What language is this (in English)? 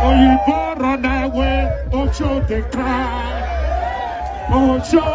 Nigerian Pidgin